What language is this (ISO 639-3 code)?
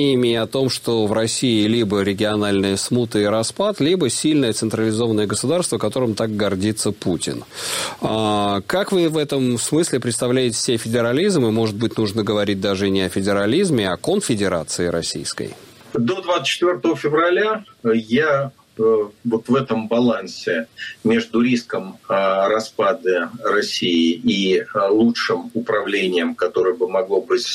rus